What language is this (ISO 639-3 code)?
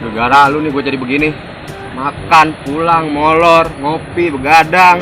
bew